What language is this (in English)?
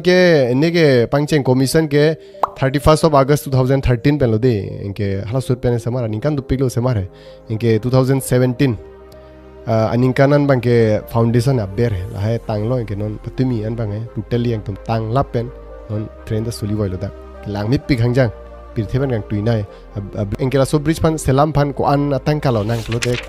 Karbi